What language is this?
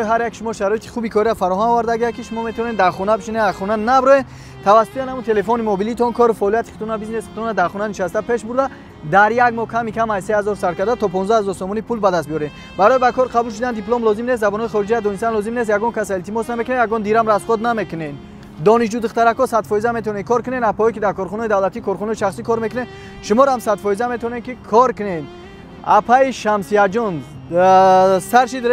Tajik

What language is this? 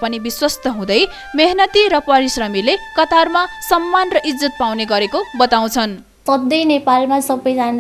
Nepali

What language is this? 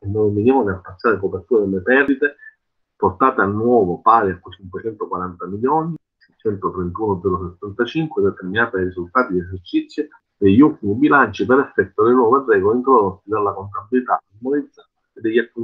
Italian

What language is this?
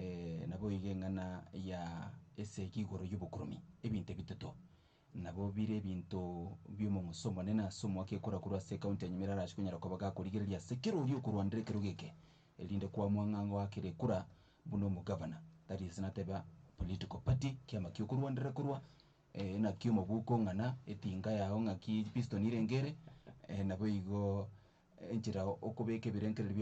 Gusii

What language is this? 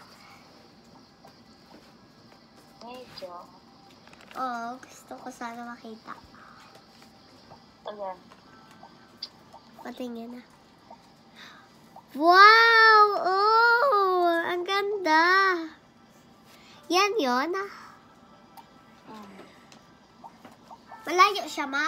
Filipino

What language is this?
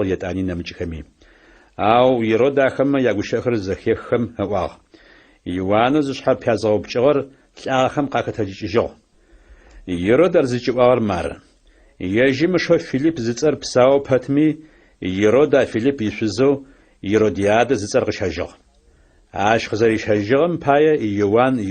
Adyghe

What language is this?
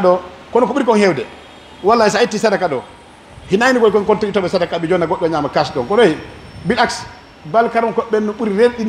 Pular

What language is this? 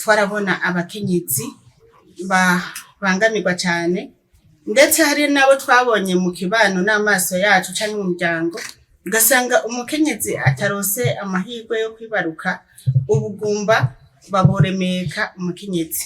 Rundi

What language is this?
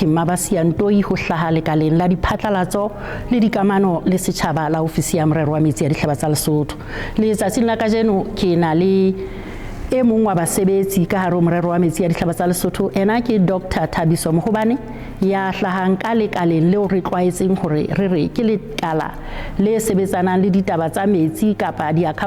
Southern Sotho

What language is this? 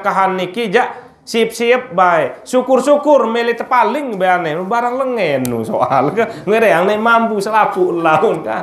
Sasak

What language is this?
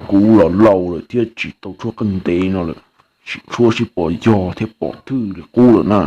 Hmong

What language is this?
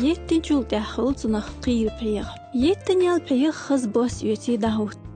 Chechen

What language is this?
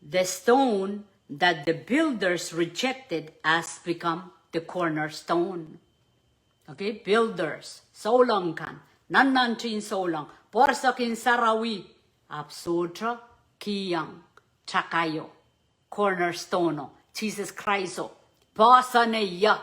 Pohnpeian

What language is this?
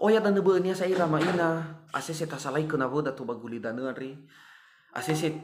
Nias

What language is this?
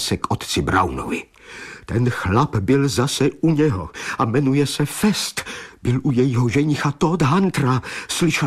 Czech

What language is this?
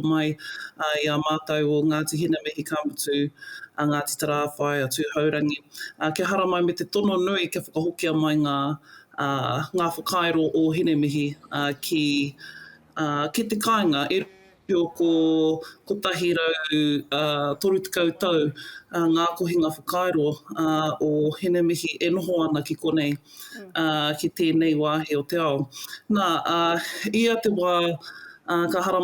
Māori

